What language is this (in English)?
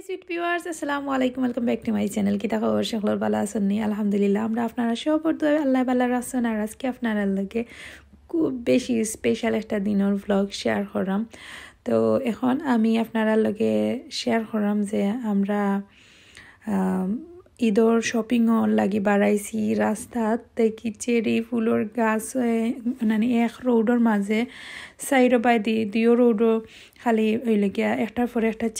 Sylheti